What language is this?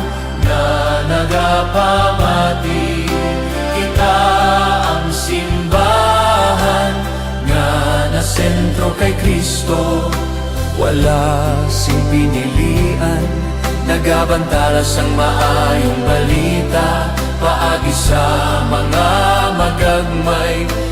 Hiligaynon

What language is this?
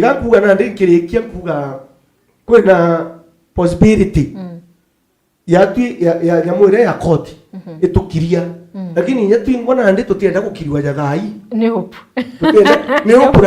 Meru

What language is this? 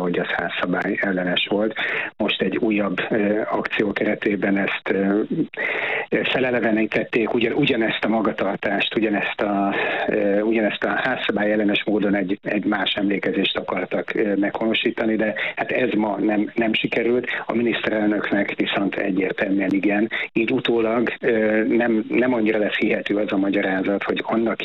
Hungarian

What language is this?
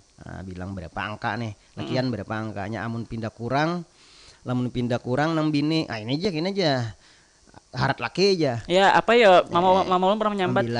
Banjar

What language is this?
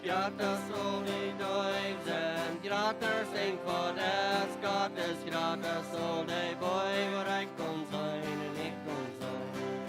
Plautdietsch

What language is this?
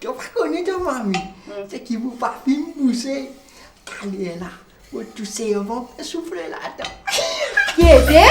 Morisyen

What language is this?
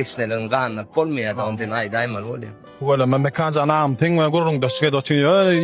Turkmen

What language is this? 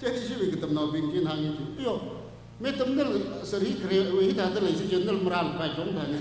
Tangkhul Naga (India)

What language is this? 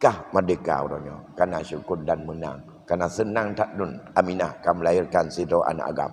Achinese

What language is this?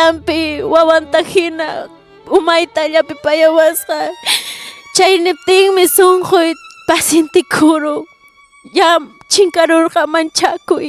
Ayacucho Quechua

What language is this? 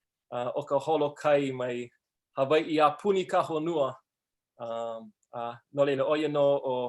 Hawaiian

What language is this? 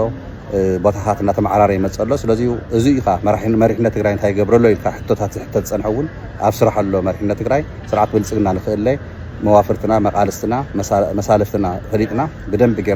Tigrinya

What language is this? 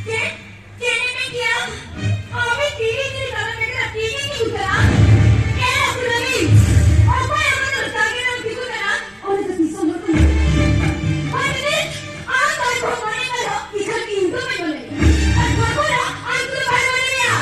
Santali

